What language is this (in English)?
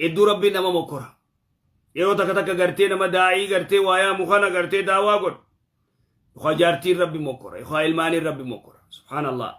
Oromo